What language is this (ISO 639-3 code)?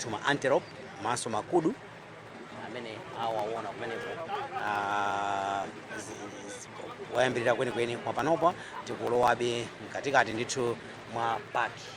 nya